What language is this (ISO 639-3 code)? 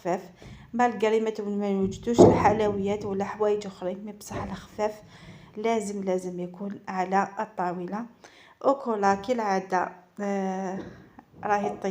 arq